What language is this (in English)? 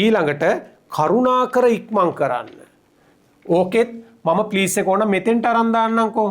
Sinhala